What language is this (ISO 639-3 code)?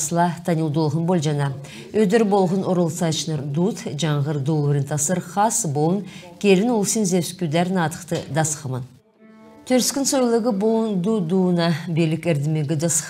xal